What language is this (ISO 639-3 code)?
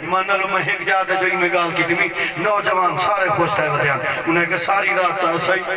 skr